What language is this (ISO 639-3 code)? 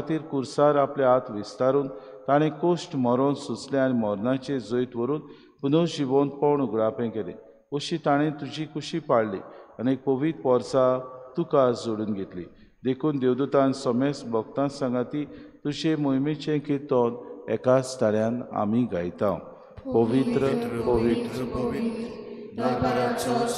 kok